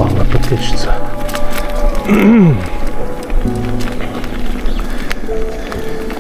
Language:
Bulgarian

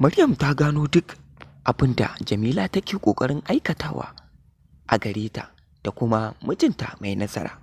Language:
Hausa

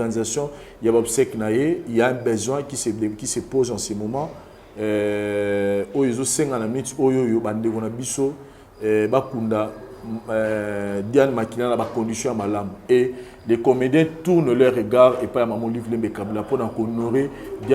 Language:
Lingala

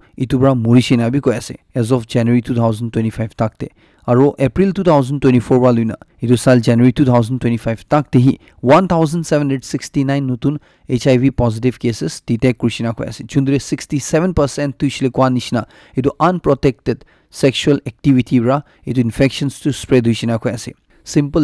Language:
Naga Pidgin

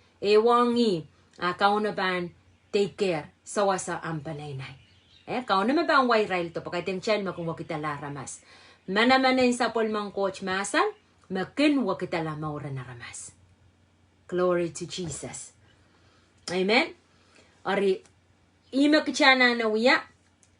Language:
Pohnpeian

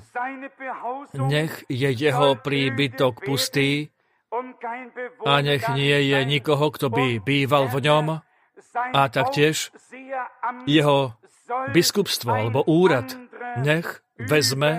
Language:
Slovak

